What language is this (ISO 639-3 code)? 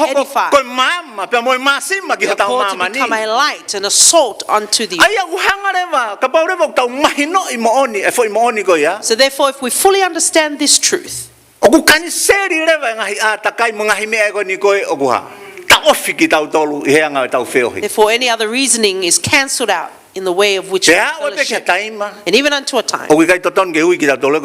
ton